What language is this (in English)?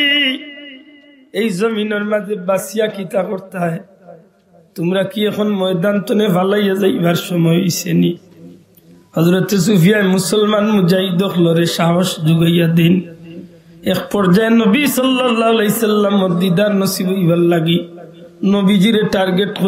Sylheti